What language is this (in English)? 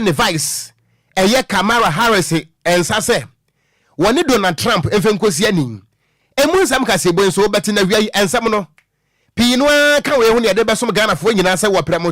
Akan